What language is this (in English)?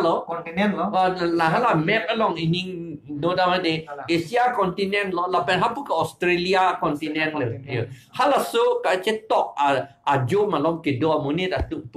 Karbi